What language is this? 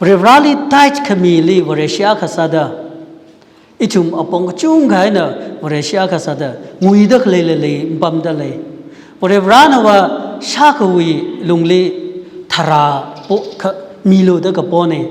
Tangkhul Naga (India)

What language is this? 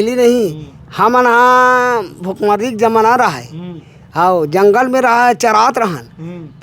Chhattisgarhi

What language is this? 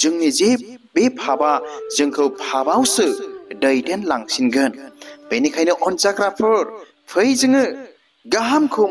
Bodo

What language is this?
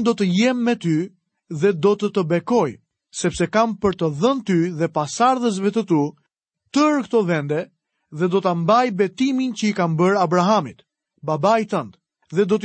Albanian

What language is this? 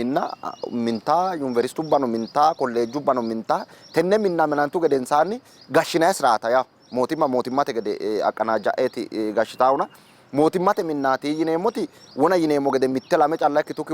Sidamo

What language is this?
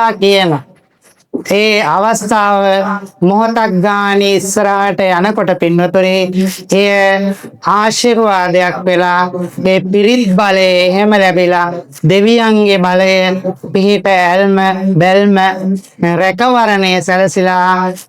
Sinhala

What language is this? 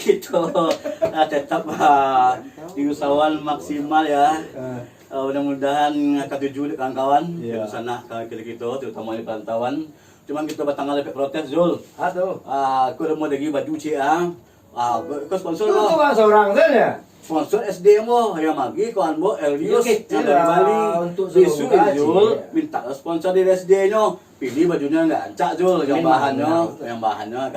Minangkabau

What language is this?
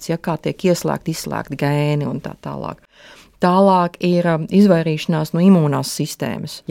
Latvian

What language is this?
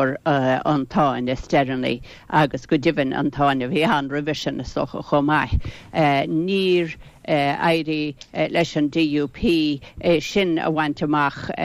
Irish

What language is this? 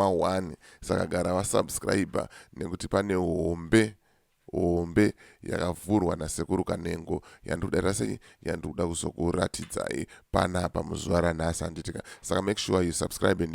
Shona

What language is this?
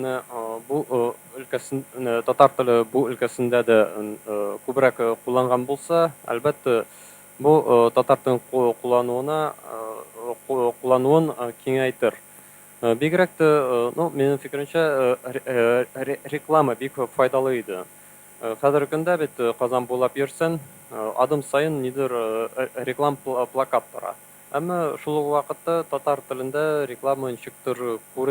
Tatar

